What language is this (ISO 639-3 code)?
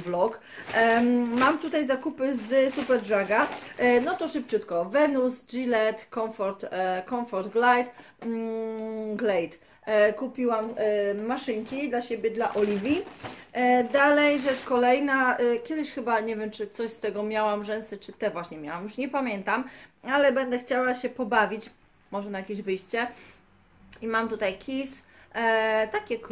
pol